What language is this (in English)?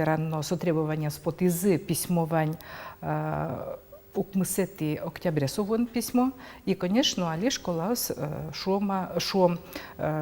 Udmurt